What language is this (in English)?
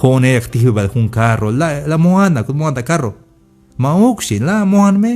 Tzeltal